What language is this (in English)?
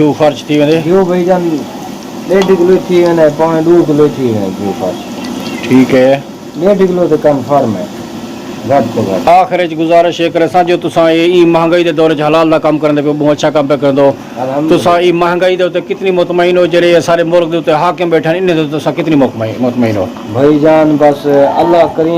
Saraiki